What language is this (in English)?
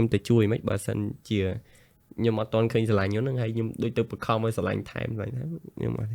Khmer